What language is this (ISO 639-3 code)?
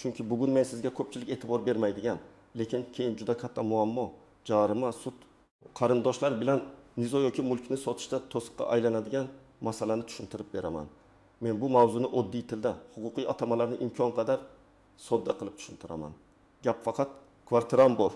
uzb